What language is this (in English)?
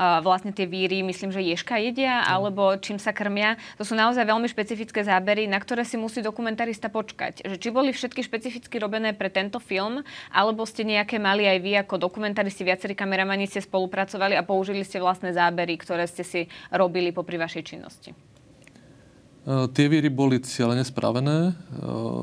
Slovak